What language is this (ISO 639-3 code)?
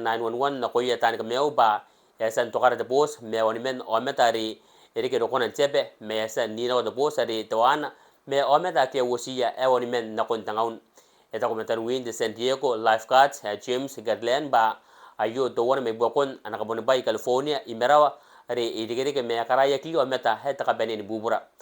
gil